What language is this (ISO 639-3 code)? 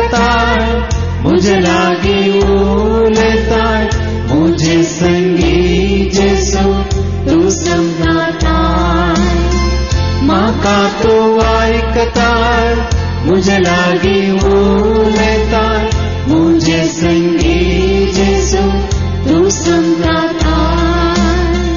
kok